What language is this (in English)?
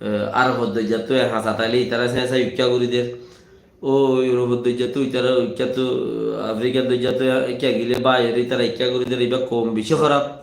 Rohingya